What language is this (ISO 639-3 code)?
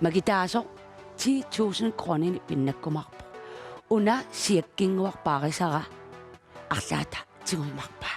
kal